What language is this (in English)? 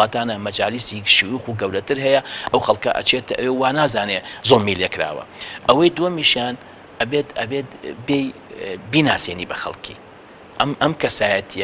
Central Kurdish